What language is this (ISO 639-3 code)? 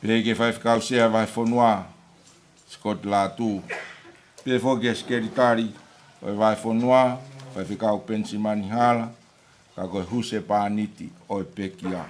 ton